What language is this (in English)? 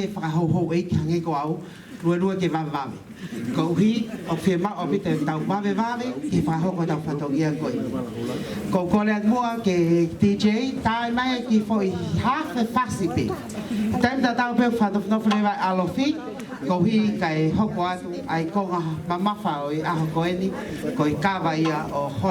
Tongan